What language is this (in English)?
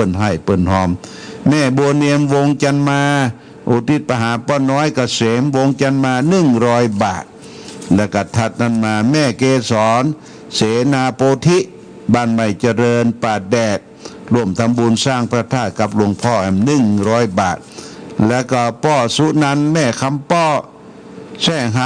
Pali